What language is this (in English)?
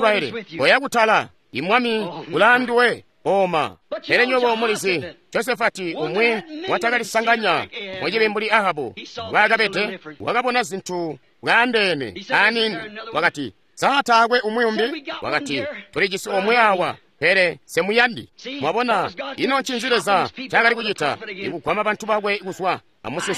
Tonga (Zambia)